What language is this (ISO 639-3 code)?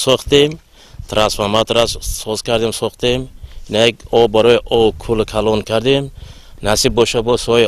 tgk